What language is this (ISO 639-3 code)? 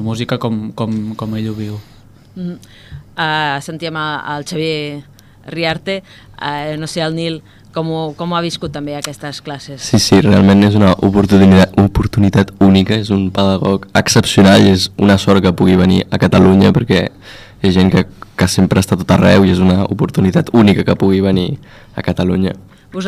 cat